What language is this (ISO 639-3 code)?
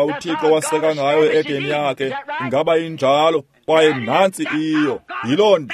xho